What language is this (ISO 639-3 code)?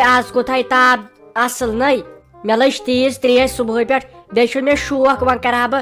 kas